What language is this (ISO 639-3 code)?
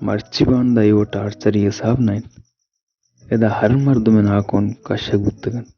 bal